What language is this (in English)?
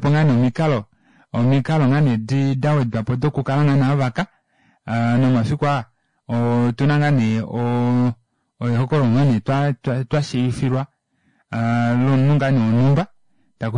Kuanyama